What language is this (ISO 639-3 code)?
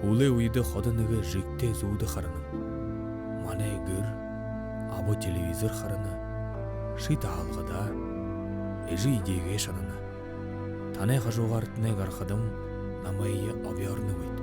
bua